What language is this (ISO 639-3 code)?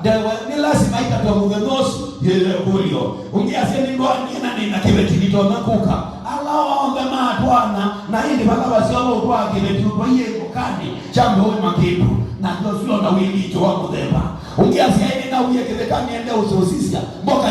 kam